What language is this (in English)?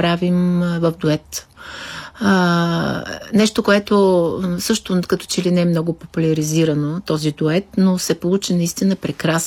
Bulgarian